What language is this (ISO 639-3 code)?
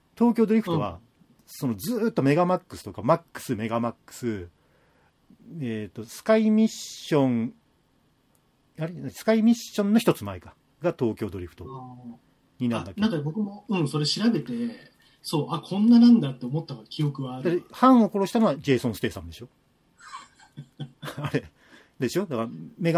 jpn